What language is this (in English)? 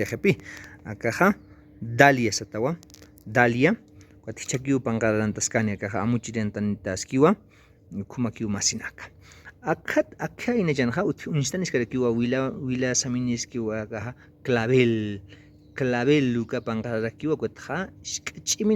Aymara